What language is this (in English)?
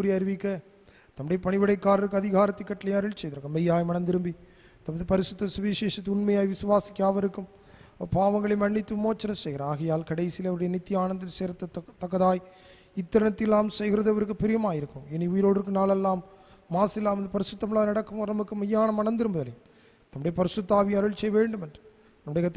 Tamil